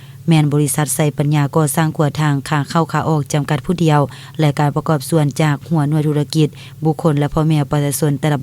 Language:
Lao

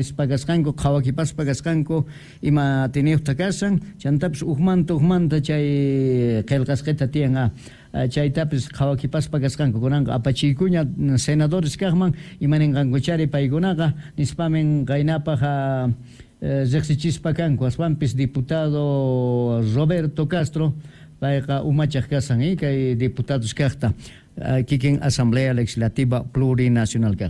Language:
Quechua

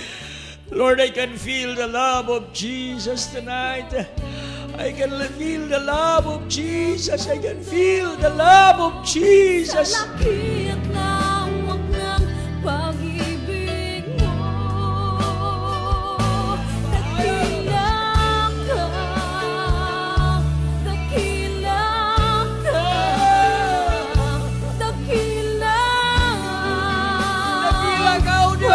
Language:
Filipino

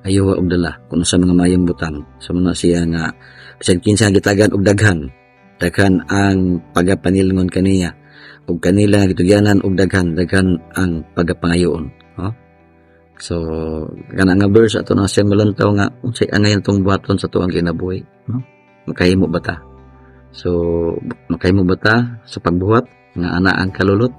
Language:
Cebuano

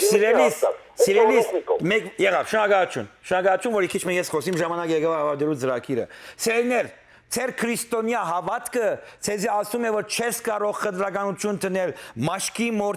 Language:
Western Armenian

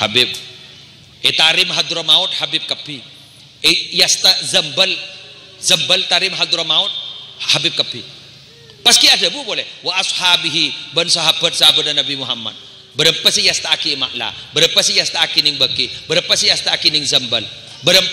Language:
Madurese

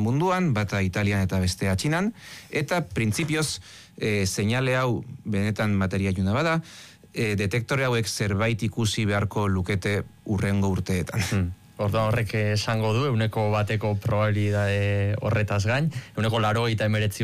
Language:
Basque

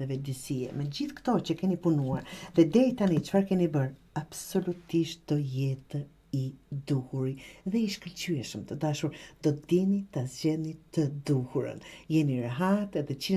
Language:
Albanian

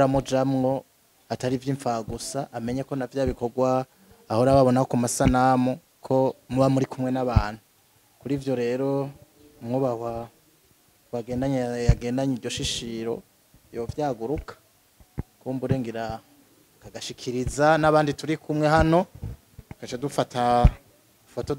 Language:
Rundi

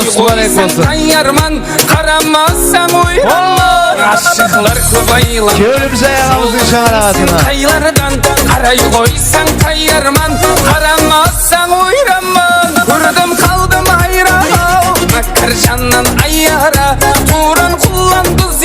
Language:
Kara-Kalpak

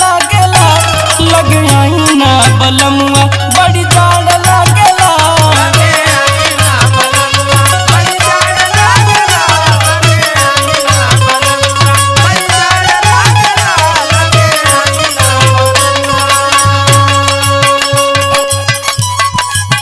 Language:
Bhojpuri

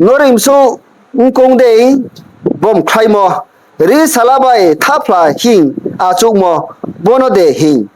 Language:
Riang (India)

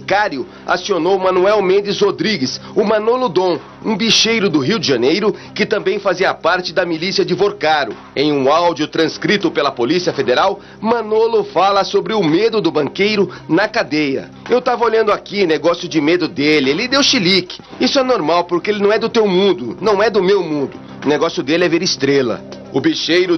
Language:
Portuguese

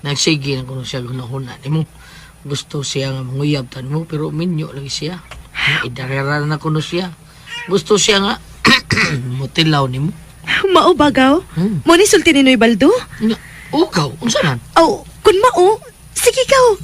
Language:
Cebuano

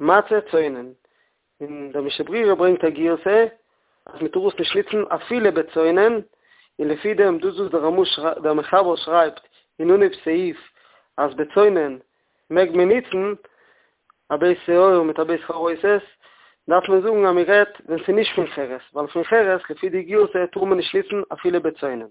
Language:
Yiddish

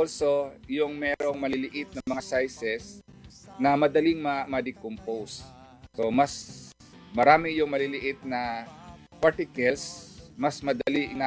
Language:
Filipino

